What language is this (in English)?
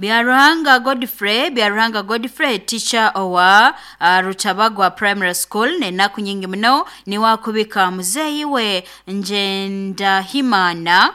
Nyoro